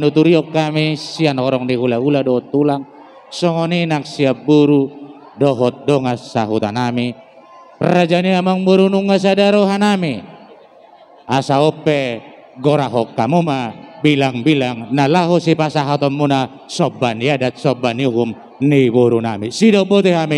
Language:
Batak Toba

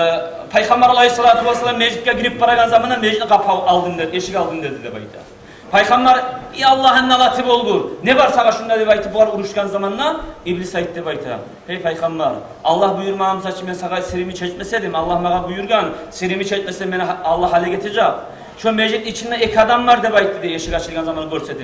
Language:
Kumyk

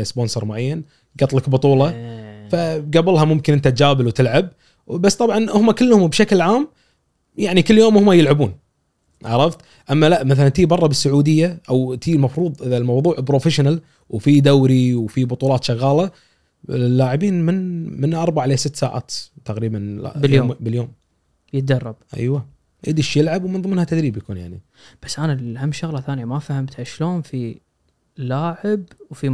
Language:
Gulf Arabic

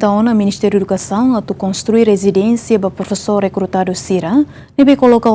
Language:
Tetum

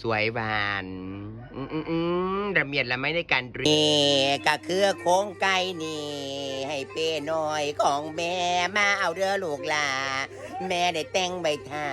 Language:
Northeastern Thai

